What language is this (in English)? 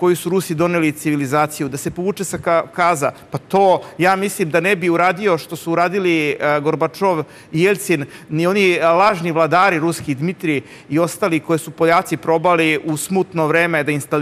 Serbian